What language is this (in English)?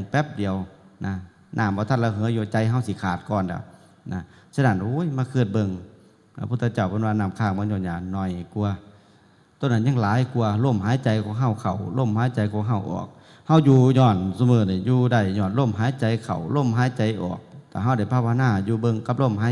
Northeastern Thai